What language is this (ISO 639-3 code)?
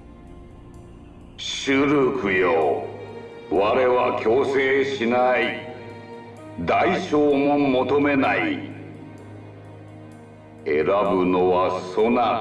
jpn